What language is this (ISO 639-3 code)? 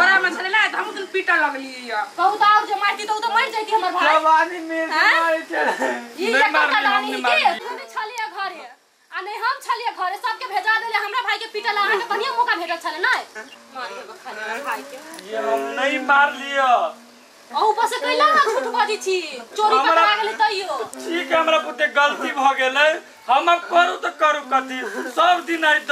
mai